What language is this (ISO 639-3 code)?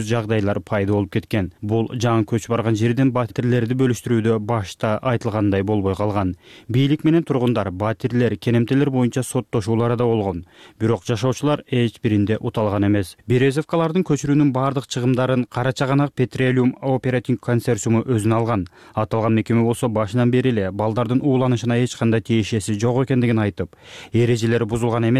kir